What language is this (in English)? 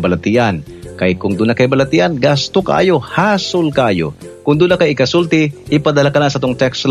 Cebuano